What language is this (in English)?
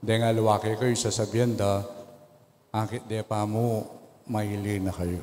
Pampanga